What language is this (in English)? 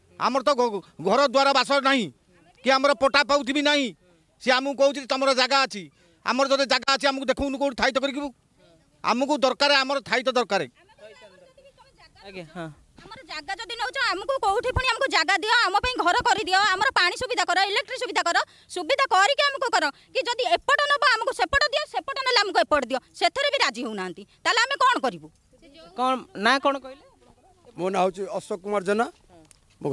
Odia